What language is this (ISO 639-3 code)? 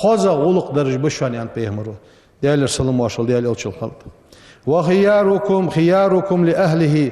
inh